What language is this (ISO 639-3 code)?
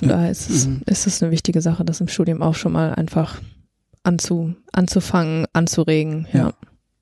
deu